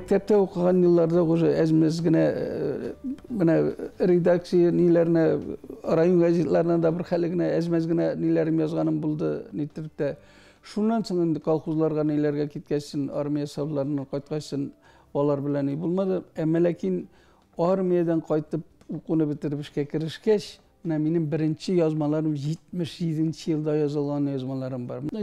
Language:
Tatar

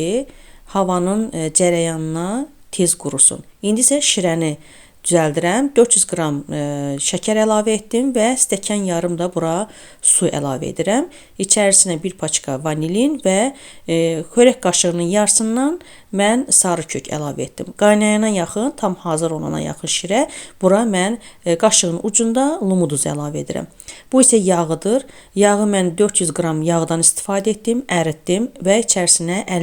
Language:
Azerbaijani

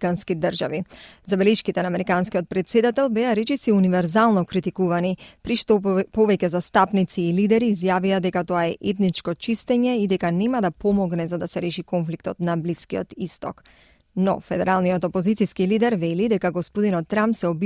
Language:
Macedonian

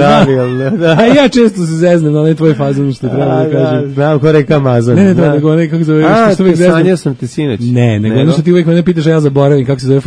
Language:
Serbian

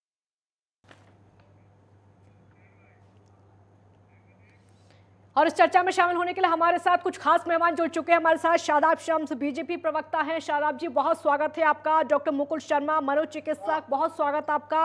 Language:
Hindi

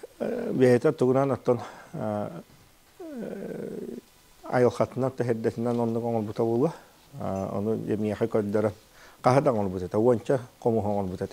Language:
Yakut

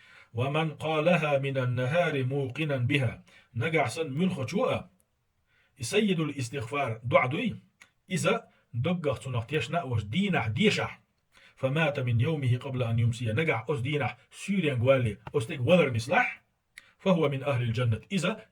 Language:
Chechen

